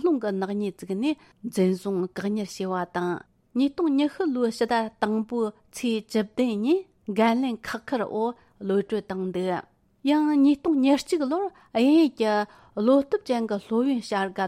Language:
Tibetan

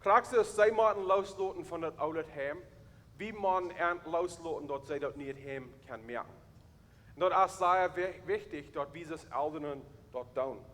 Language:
Plautdietsch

